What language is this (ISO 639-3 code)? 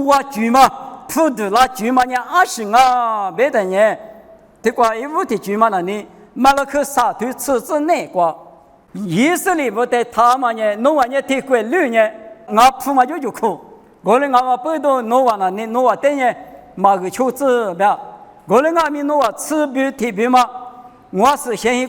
lis